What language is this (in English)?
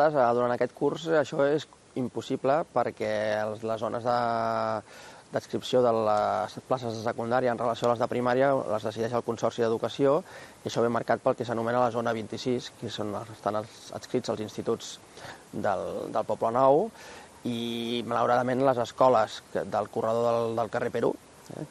Catalan